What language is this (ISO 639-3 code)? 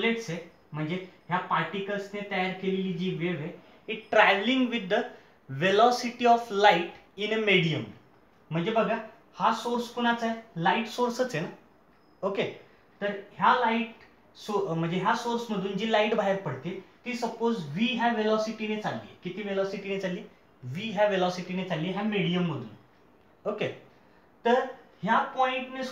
mar